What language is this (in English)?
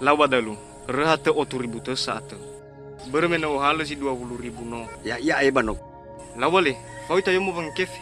Nias